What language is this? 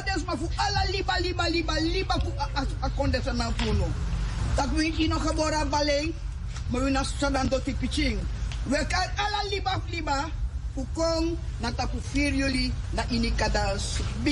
Sranan Tongo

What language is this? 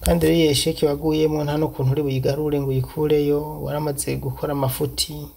Rundi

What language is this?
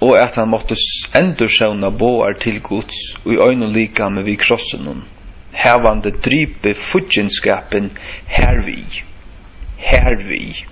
Faroese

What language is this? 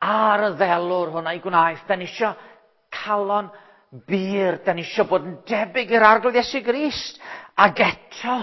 Welsh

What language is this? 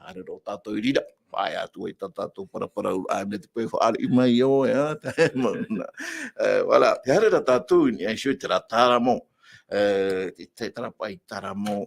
Tahitian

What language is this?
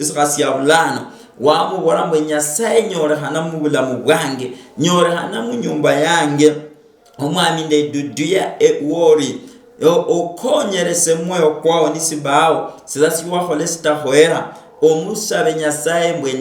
Luyia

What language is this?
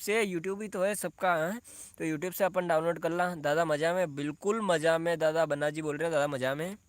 Rajasthani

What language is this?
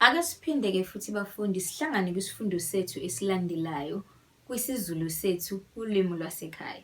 Zulu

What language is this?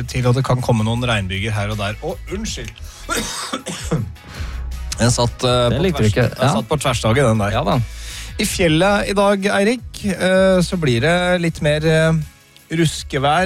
Norwegian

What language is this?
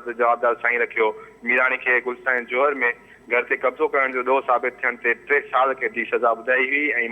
Sindhi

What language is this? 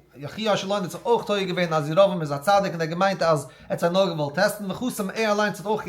Yiddish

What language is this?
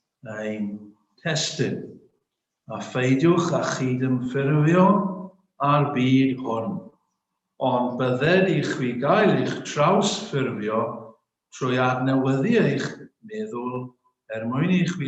Welsh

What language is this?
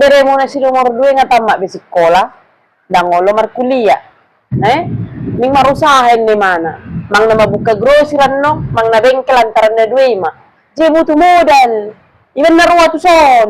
Batak Toba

